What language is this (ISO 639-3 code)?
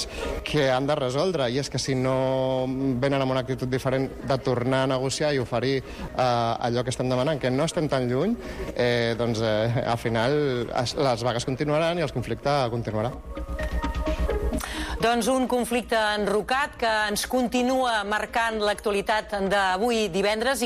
cat